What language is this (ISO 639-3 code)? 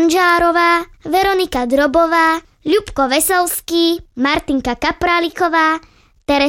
slk